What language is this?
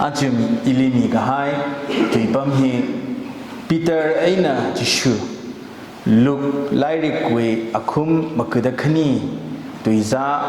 Tangkhul Naga (India)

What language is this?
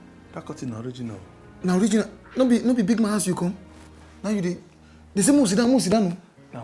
Nigerian Pidgin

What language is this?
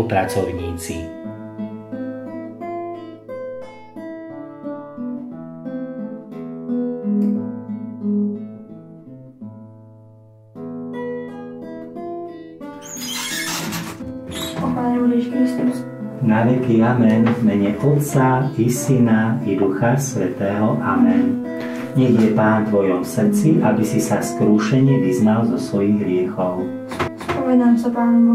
Slovak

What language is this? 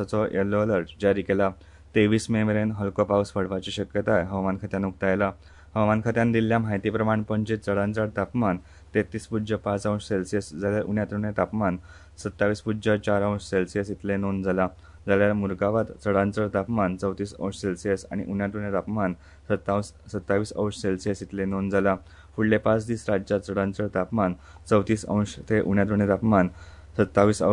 Konkani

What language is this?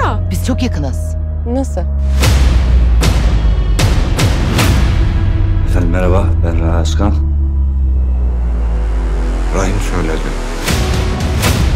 Turkish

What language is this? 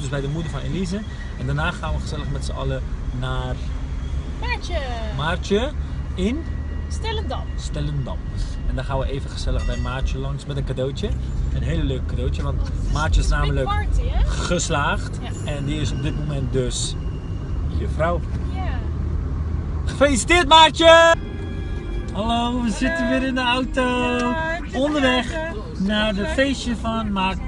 Dutch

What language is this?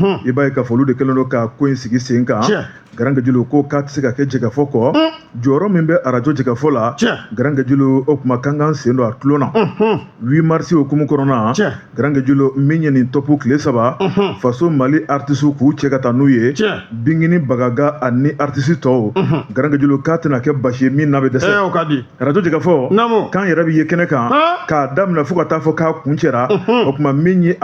Bambara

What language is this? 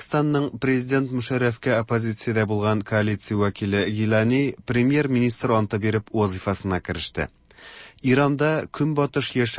Tatar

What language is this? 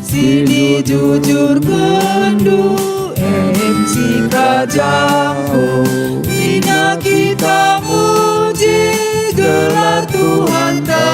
Batak Karo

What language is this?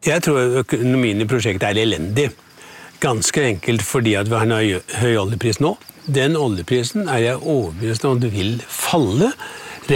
Norwegian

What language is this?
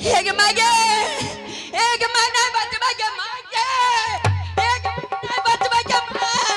Angika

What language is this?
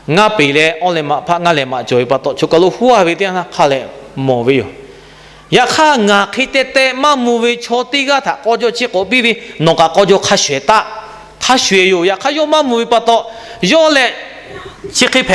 Lahu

